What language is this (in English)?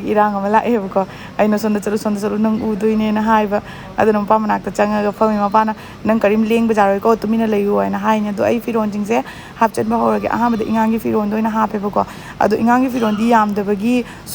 Manipuri